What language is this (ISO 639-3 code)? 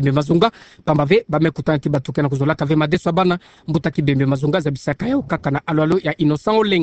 ktu